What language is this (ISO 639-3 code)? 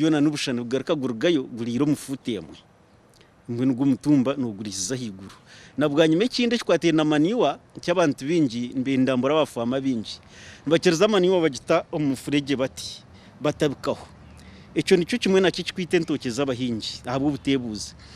nyn